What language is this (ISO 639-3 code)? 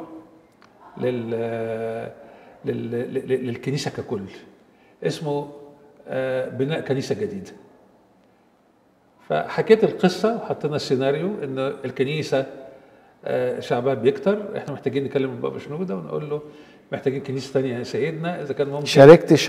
arz